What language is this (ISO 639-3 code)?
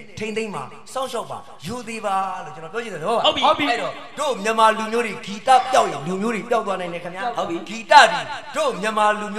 mya